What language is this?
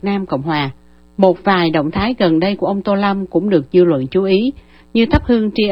Vietnamese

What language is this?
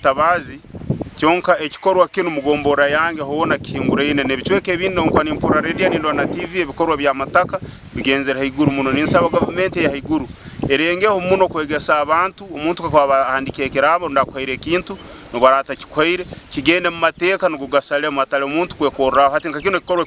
Nyankole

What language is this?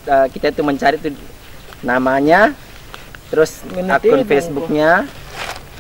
Sasak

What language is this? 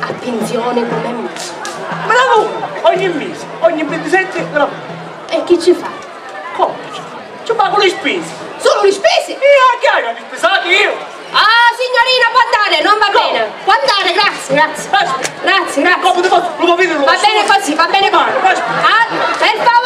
Sicilian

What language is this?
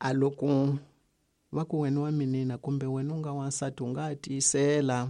Tsonga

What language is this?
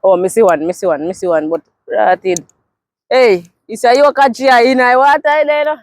Jamaican Creole English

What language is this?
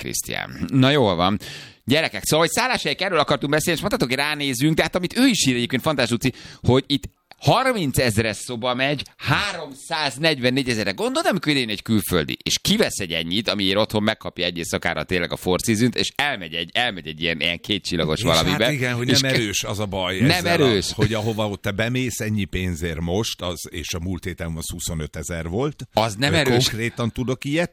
Hungarian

